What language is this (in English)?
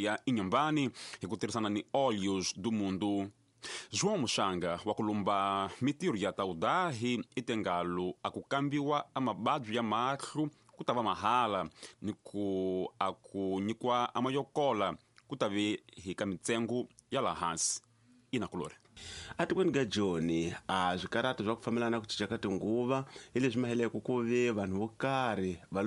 Tsonga